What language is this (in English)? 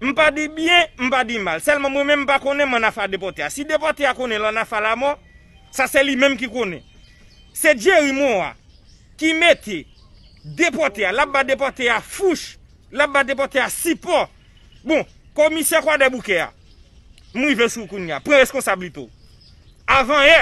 Haitian Creole